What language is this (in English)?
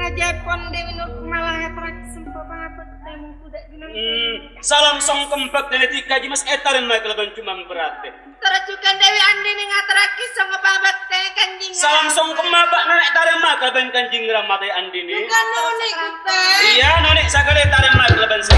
Madurese